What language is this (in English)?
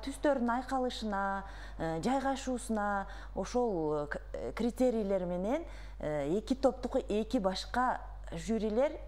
Kyrgyz